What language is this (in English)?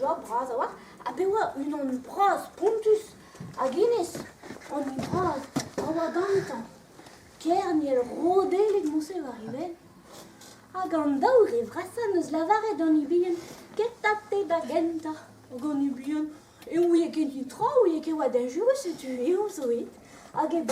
Breton